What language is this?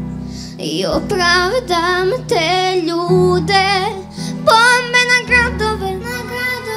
Croatian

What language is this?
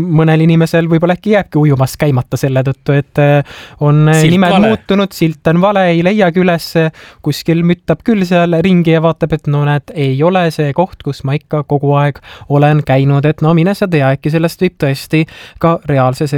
Estonian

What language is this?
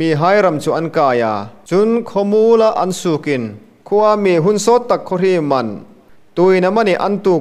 Hmar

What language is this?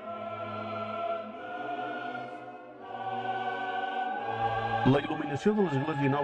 Catalan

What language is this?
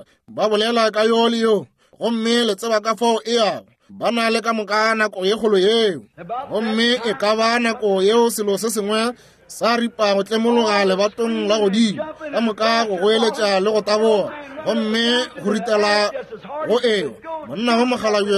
Northern Sotho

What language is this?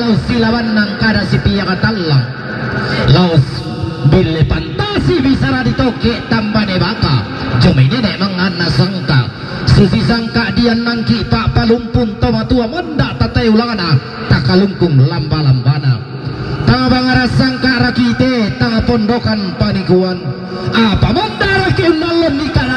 Toraja-Sa'dan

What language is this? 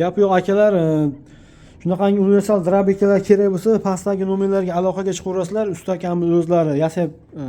Uzbek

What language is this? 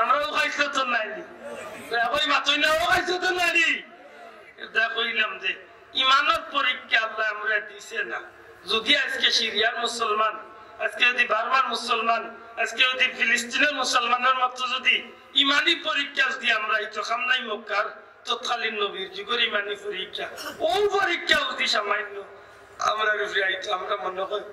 Sylheti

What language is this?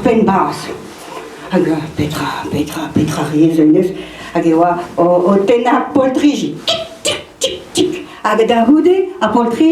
Breton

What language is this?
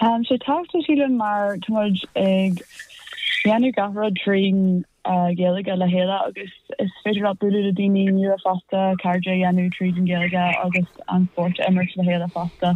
Irish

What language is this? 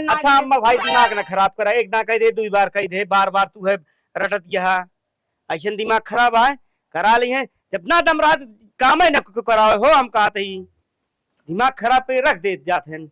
Awadhi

